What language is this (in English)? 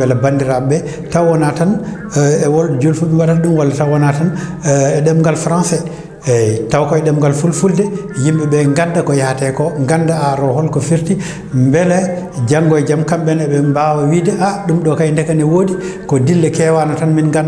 Fula